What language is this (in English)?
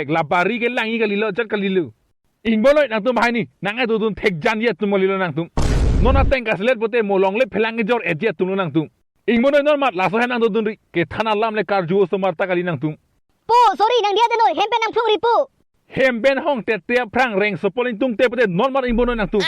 Karbi